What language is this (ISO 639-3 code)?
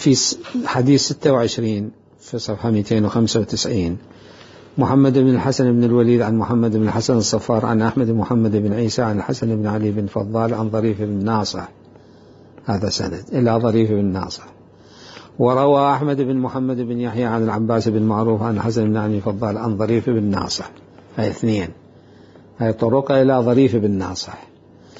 acm